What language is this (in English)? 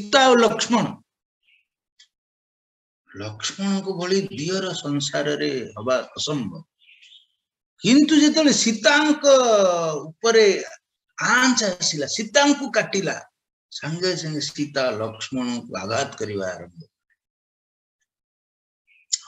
Odia